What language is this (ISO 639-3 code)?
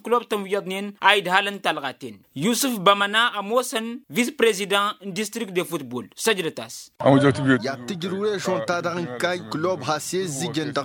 taq